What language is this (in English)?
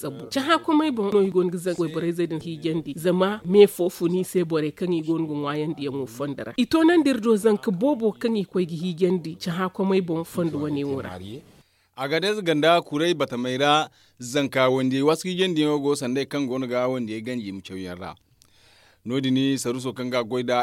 Zarma